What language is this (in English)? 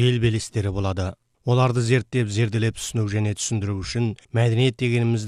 Kazakh